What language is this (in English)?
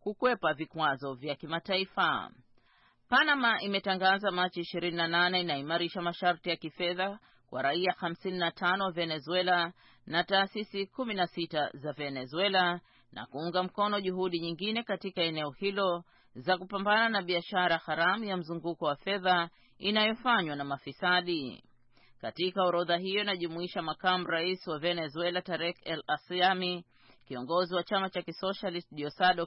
Swahili